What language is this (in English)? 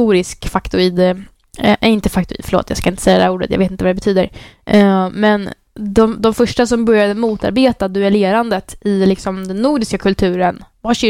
Swedish